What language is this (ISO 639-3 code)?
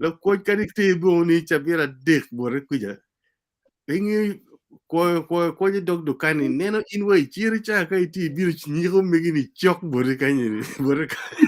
ach